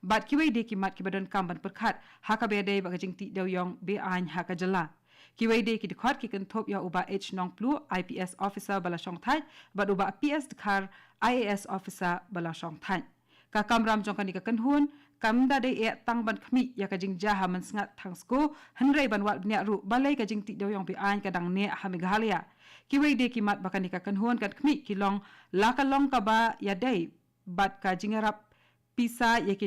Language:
Khasi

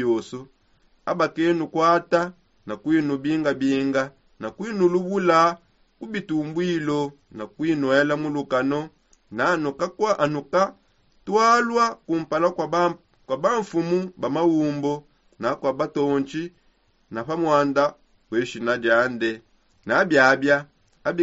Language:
Songe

